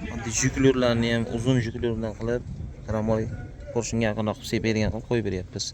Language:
Uzbek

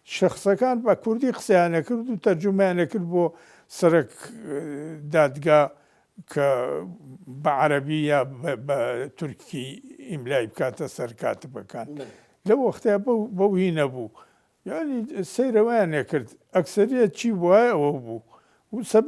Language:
Central Kurdish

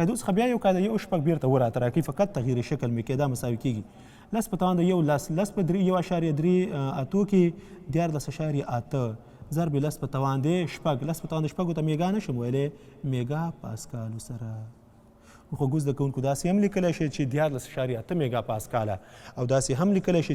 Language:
Pashto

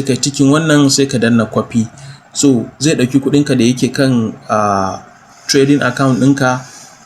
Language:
Hausa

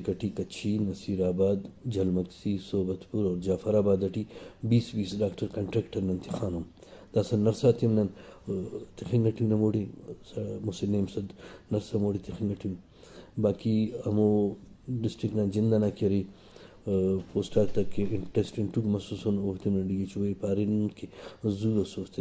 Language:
Brahui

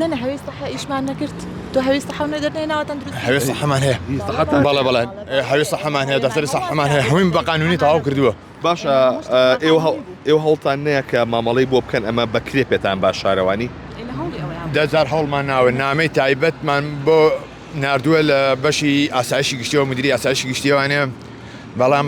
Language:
Central Kurdish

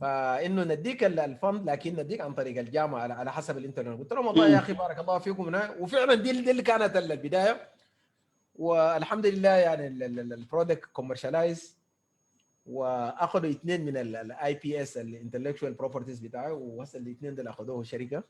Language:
Sudanese Arabic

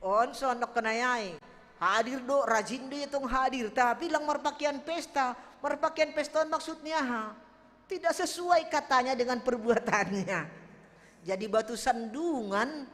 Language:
Batak Simalungun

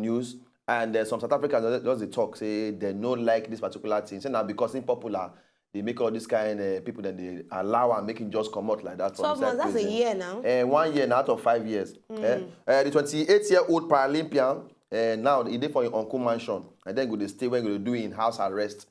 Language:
Nigerian Pidgin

